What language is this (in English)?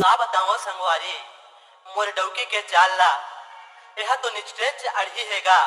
Chhattisgarhi